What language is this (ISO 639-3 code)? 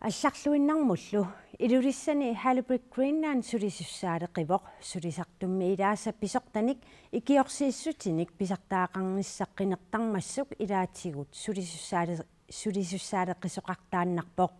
kal